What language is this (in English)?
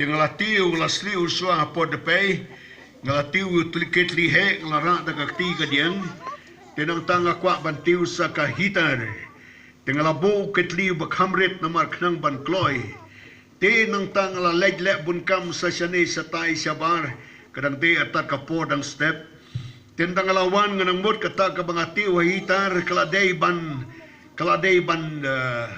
Khasi